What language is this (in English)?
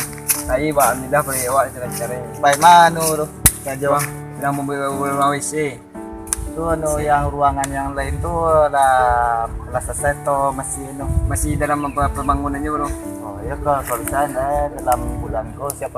Minangkabau